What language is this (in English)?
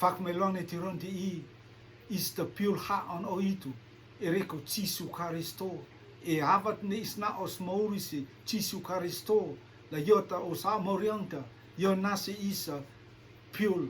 Rotuman